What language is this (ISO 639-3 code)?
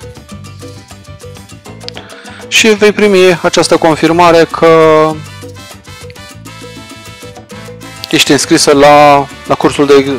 ron